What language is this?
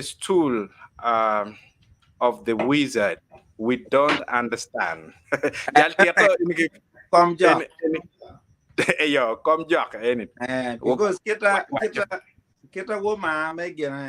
Acoli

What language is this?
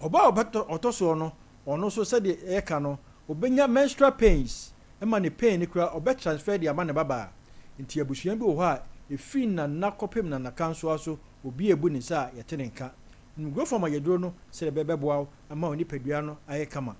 Akan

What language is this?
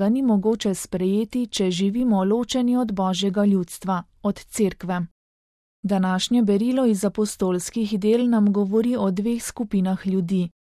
Slovenian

